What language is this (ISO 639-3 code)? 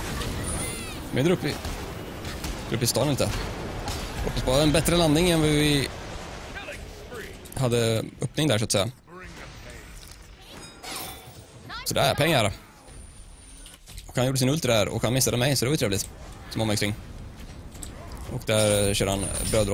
swe